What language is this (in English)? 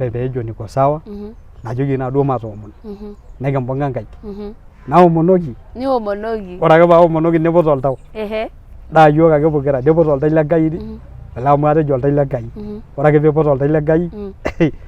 Masai